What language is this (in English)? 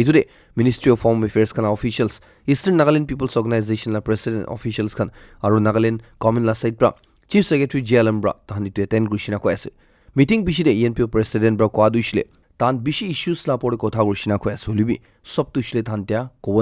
Naga Pidgin